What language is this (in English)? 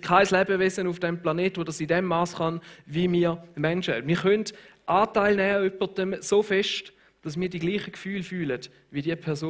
Swiss German